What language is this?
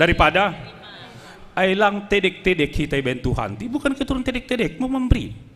Batak Simalungun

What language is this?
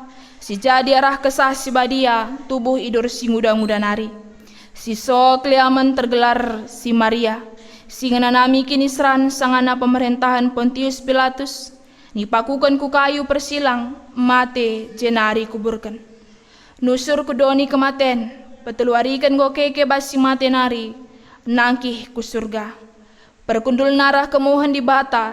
Batak Karo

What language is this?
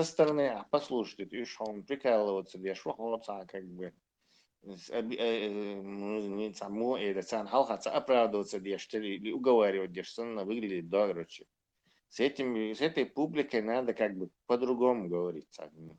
Chechen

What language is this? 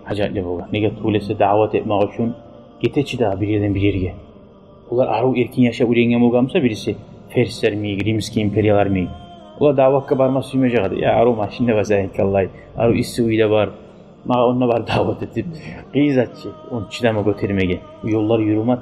Kumyk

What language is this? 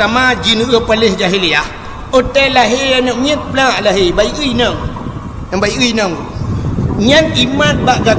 Achinese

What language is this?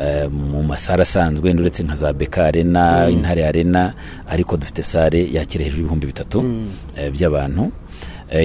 Kinyarwanda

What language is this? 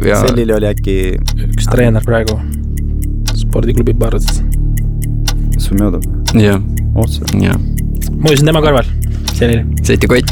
Estonian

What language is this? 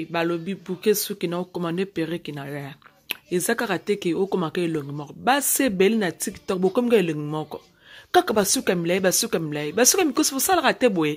Lingala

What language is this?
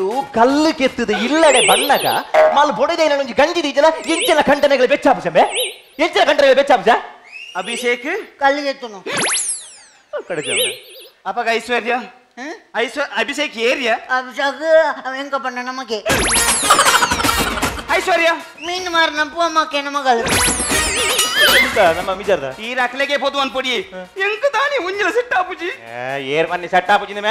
Tulu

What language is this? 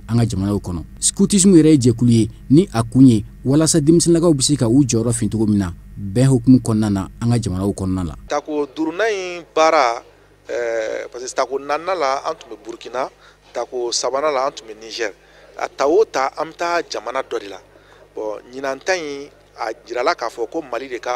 Bambara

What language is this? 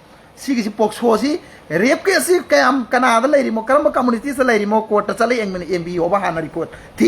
Manipuri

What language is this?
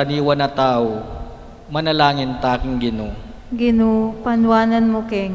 Pampanga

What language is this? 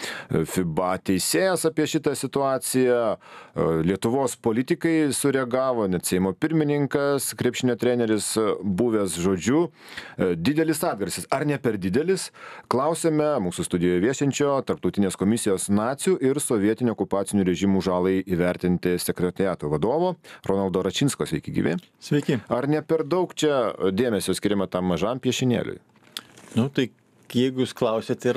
Lithuanian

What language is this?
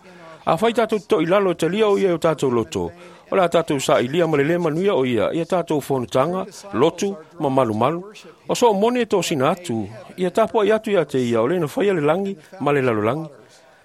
Samoan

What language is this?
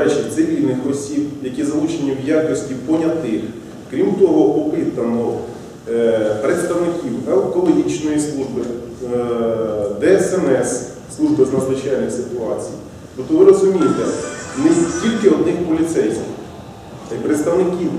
Ukrainian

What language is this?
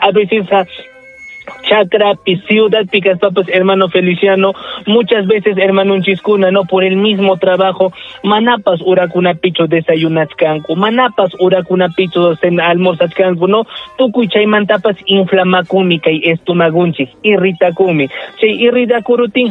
Ayacucho Quechua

